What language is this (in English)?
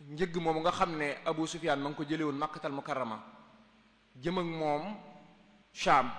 Wolof